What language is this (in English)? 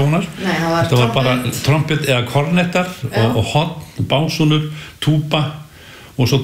Icelandic